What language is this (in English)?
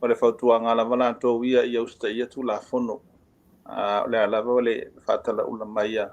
Samoan